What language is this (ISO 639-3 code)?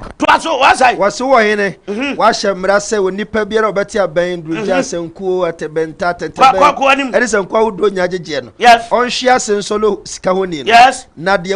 aka